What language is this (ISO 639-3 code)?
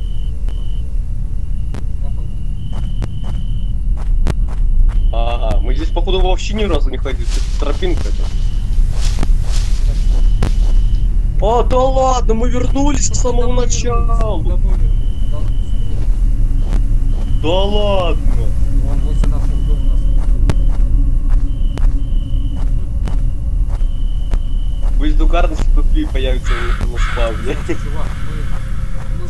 rus